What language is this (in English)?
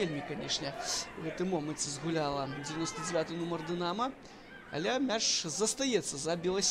Belarusian